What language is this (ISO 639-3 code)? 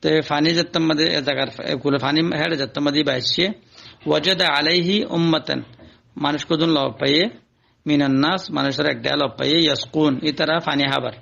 rhg